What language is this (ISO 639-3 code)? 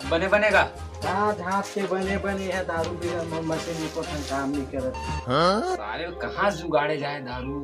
hne